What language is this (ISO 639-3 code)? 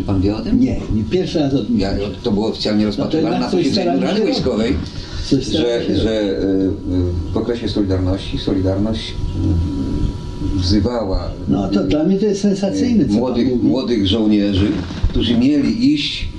pol